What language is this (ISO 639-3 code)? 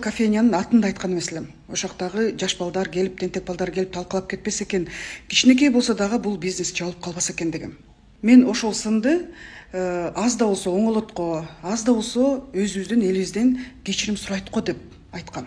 kir